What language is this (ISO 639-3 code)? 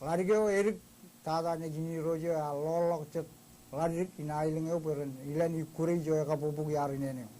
mah